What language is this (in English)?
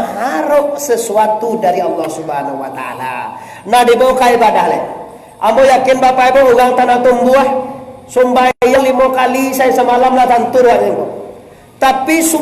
Minangkabau